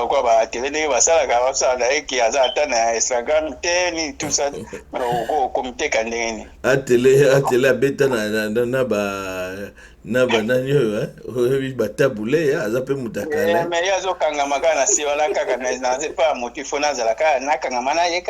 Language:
Lingala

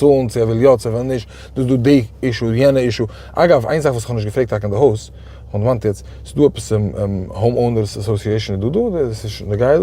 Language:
Yiddish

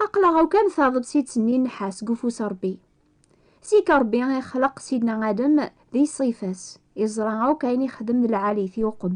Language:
Kabyle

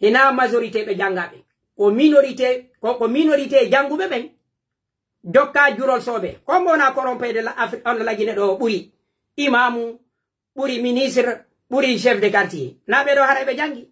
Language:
Pular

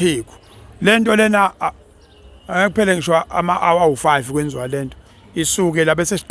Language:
Zulu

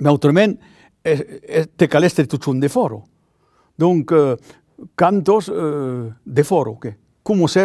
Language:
Occitan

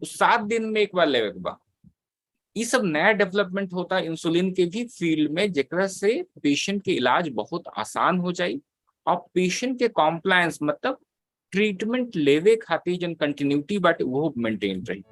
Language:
Bhojpuri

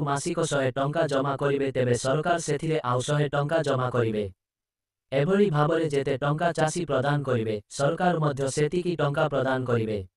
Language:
Odia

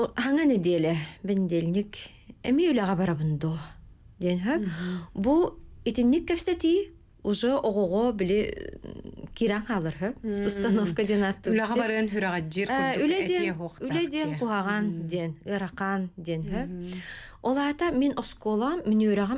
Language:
Yakut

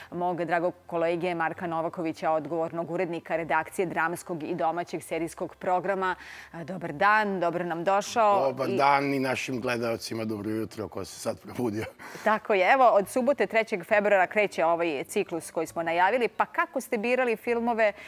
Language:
Serbian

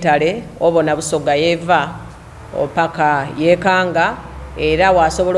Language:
Soga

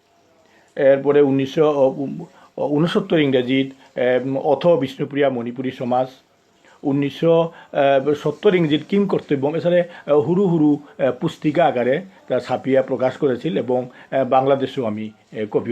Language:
Bishnupriya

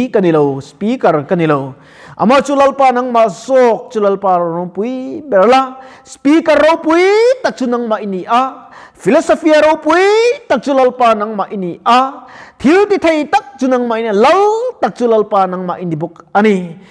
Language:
Mizo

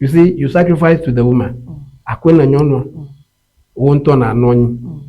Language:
Ewe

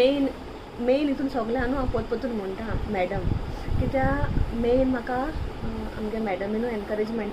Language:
Konkani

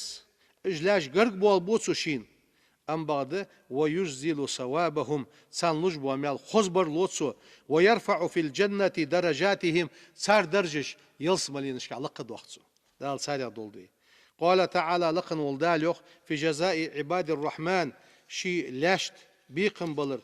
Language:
Ingush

